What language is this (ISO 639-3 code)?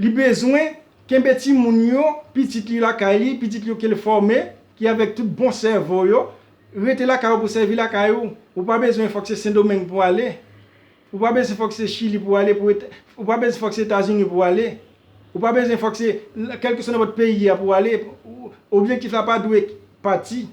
hat